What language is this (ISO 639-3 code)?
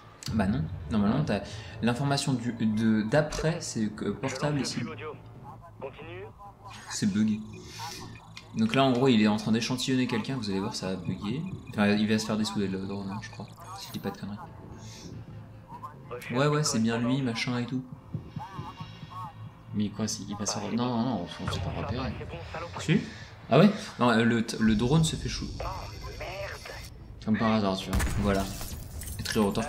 fra